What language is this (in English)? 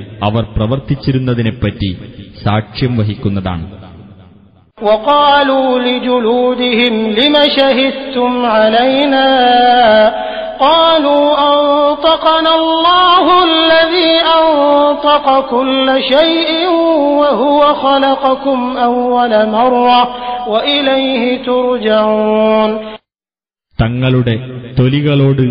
Malayalam